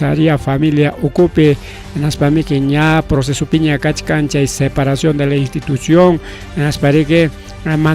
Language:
Ayacucho Quechua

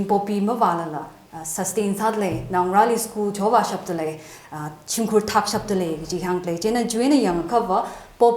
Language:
Tangkhul Naga (India)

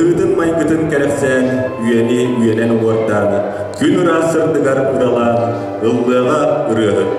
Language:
Yakut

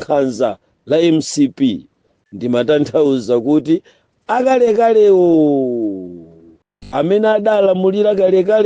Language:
Nyanja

